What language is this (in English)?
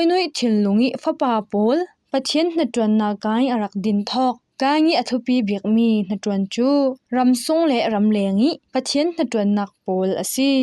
Falam Chin